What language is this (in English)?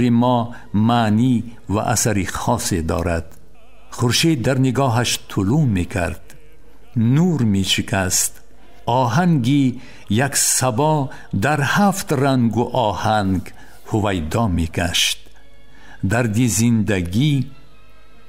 Tajik